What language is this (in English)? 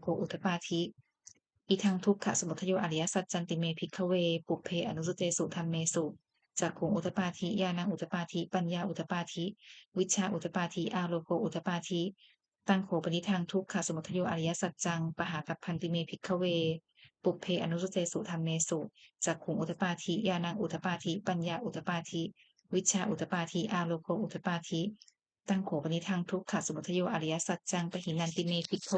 Pali